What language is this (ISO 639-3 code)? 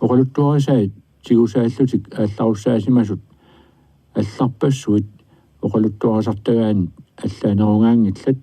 kal